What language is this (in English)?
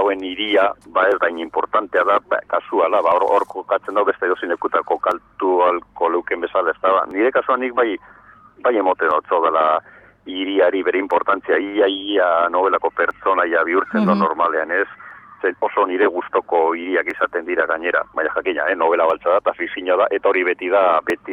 Basque